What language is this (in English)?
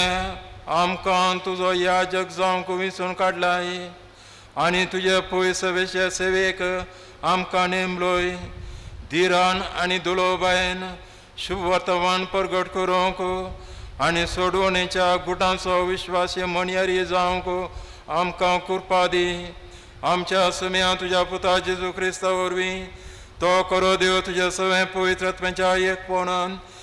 Konkani